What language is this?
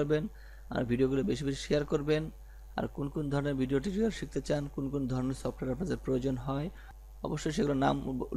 Bangla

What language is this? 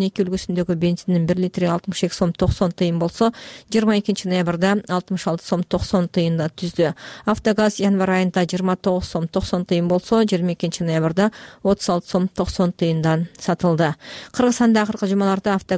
Kyrgyz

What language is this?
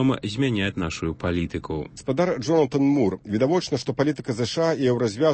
Belarusian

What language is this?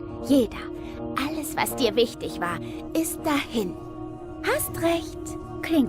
Swiss German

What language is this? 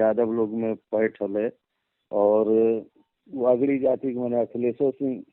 Magahi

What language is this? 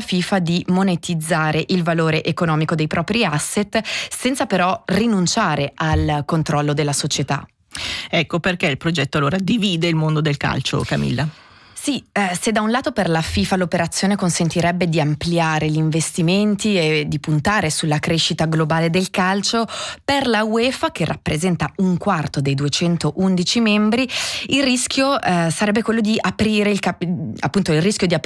Italian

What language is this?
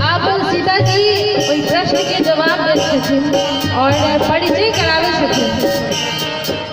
Maithili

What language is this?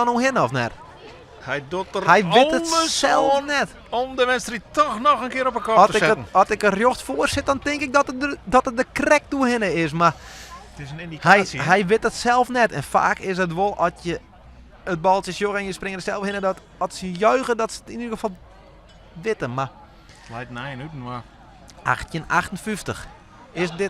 Western Frisian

